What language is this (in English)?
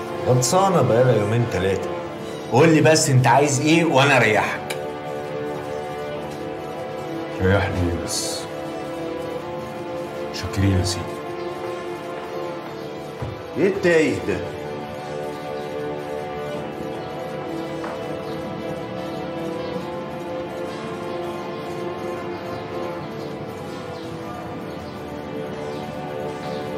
Egyptian Arabic